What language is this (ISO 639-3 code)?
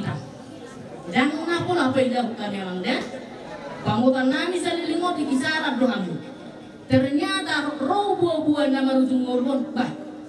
bbc